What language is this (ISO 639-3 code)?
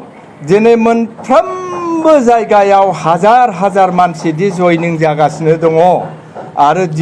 brx